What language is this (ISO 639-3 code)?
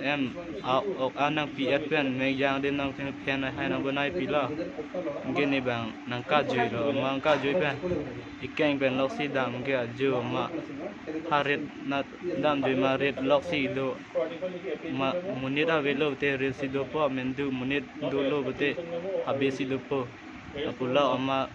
mjw